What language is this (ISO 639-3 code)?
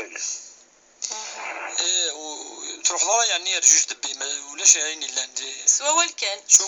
kab